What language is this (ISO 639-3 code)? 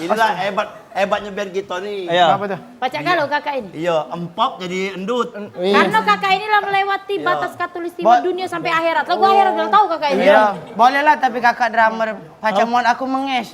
mui